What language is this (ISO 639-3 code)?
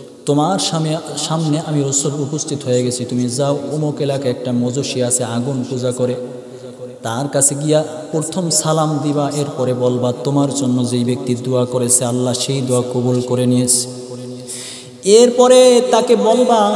ben